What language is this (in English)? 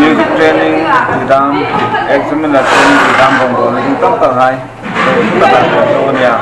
Hmar